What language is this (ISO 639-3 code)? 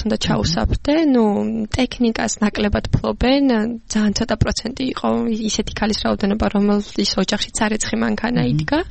kat